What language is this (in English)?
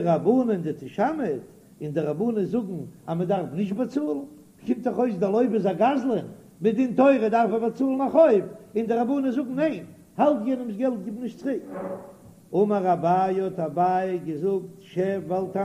Yiddish